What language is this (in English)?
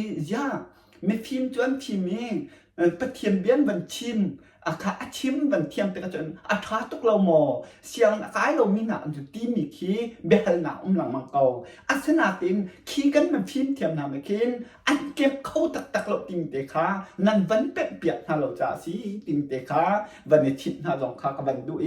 Hakha Chin